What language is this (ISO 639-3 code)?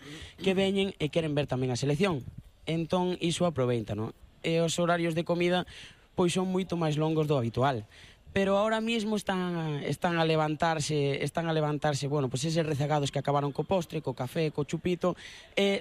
glg